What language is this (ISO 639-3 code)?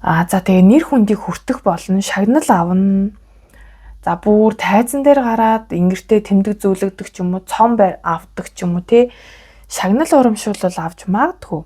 mon